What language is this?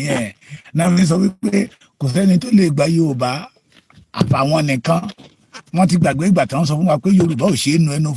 Yoruba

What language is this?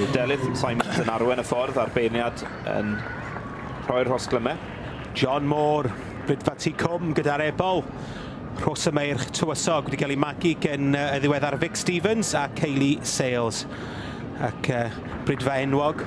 Welsh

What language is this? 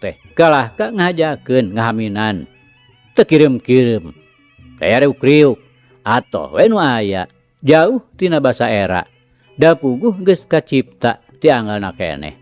Sundanese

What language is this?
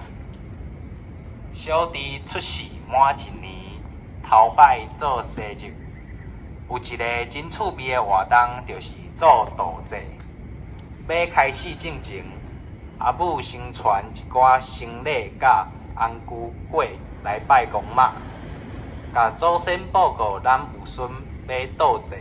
Min Nan Chinese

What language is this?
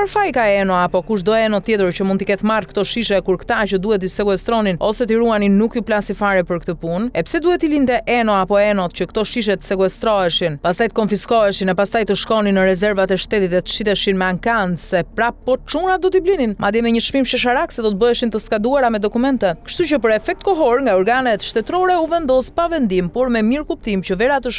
Albanian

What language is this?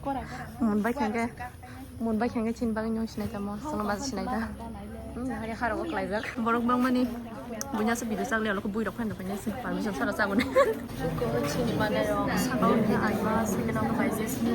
Kok Borok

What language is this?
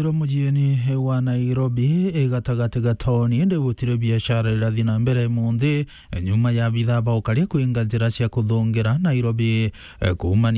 Meru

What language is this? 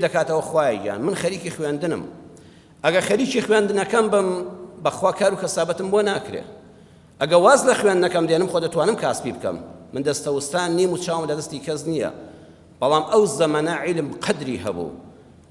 Central Kurdish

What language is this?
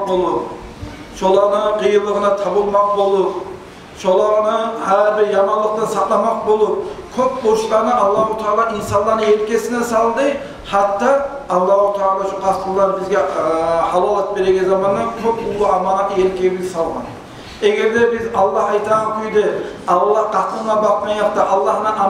Kumyk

